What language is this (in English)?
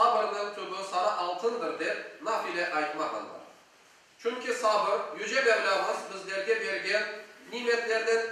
Crimean Tatar